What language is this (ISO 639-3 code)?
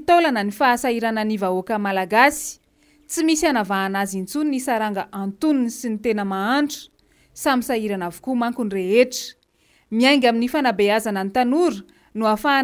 mlg